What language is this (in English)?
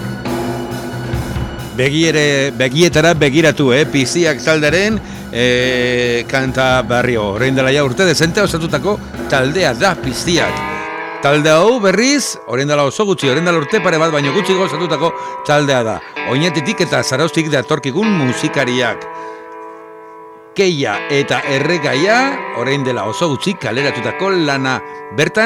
Basque